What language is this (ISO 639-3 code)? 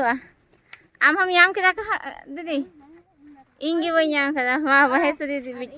sat